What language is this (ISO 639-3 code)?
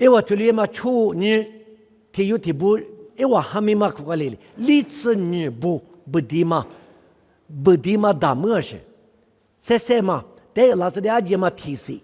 lis